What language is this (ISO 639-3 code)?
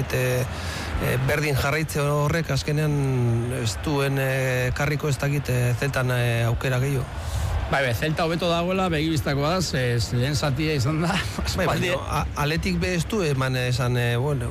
eus